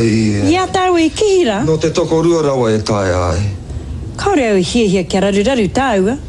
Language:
Māori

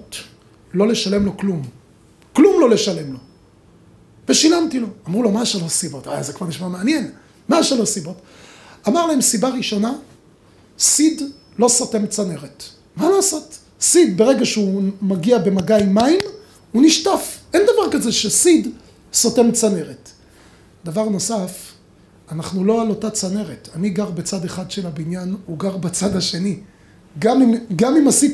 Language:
Hebrew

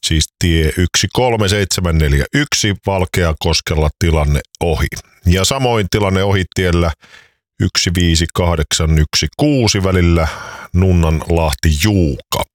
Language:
Finnish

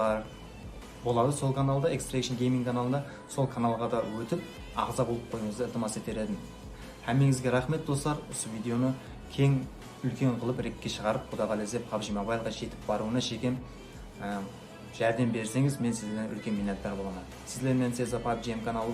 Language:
Kara-Kalpak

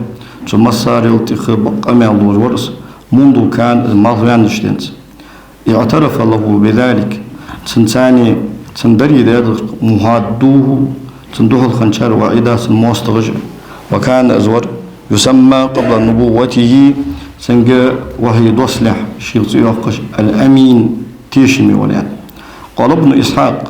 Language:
Ingush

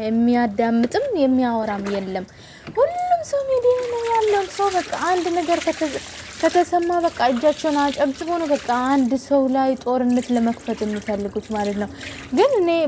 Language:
Amharic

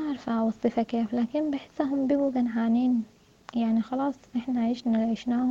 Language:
Sudanese Arabic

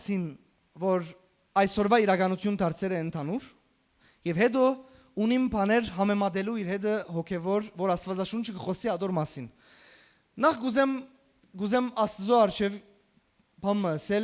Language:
Western Armenian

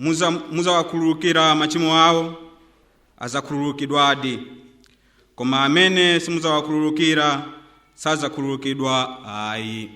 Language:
Nyanja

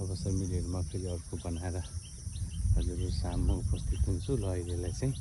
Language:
Nepali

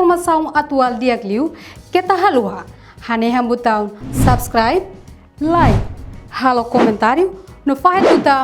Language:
Tetum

